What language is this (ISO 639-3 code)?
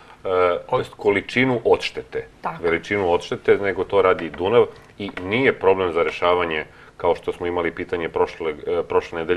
srp